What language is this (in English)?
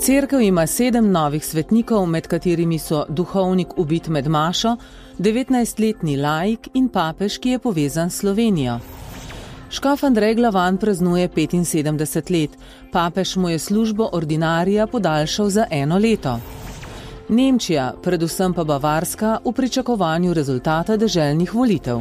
Slovenian